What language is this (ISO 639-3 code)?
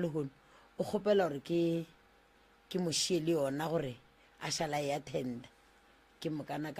nso